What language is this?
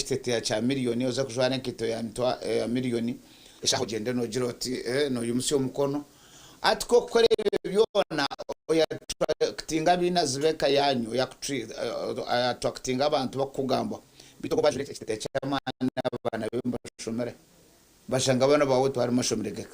Nyankole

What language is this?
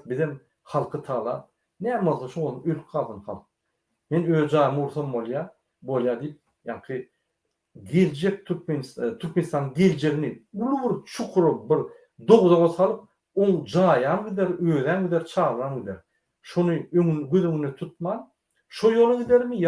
Turkmen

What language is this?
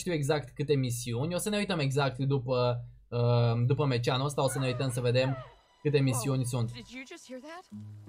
Romanian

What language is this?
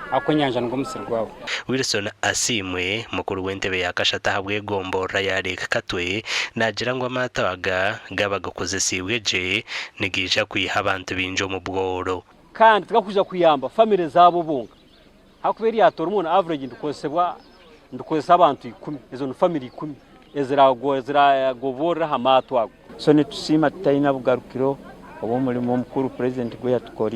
Nyankole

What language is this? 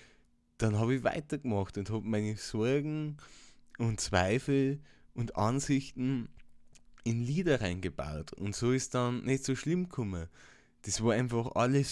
Bavarian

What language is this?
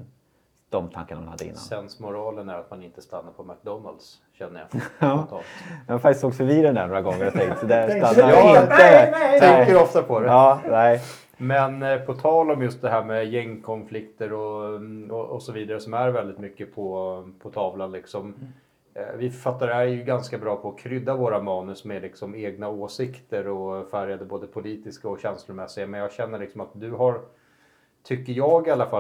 Swedish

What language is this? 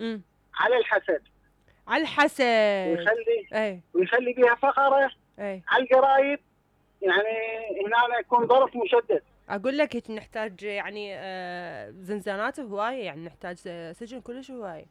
Mesopotamian Arabic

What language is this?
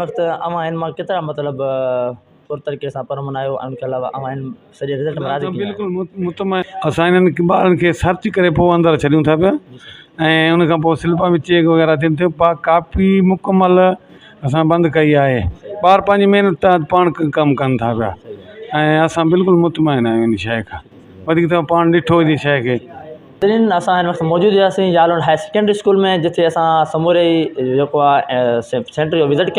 Sindhi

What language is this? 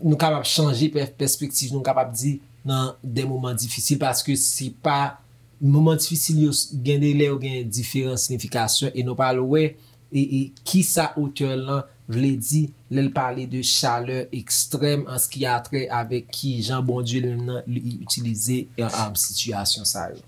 Haitian Creole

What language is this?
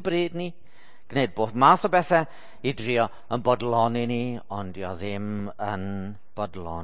Welsh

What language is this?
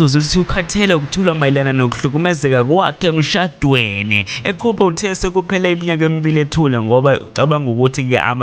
Zulu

